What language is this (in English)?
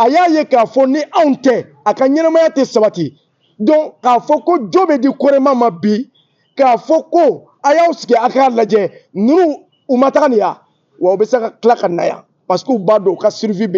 Bambara